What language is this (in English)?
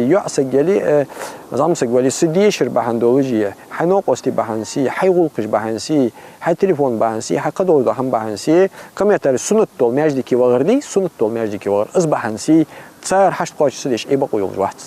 Ingush